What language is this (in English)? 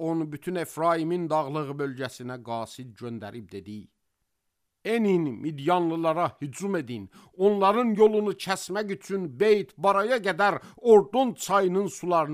Azerbaijani